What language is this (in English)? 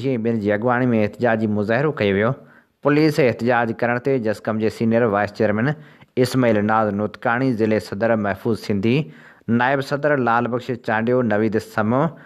Sindhi